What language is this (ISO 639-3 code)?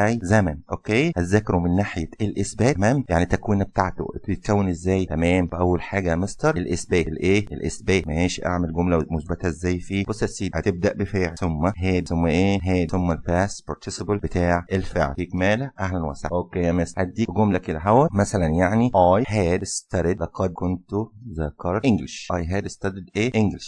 arz